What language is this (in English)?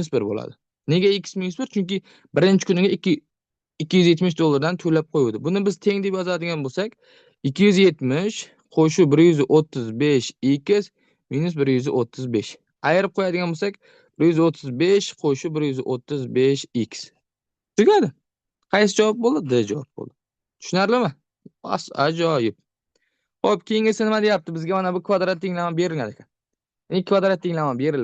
Uzbek